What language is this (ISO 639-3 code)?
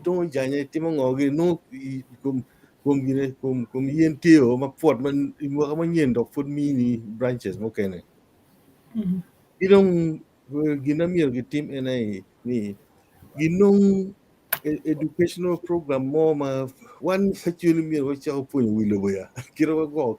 ach